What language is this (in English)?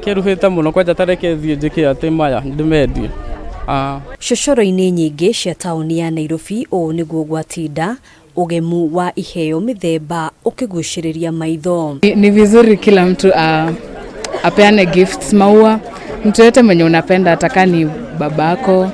Kikuyu